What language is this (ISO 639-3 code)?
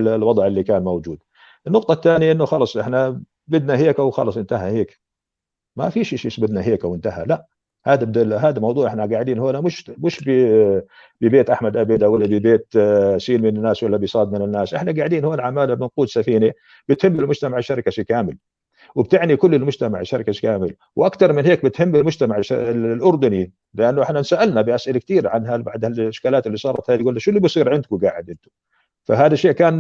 apc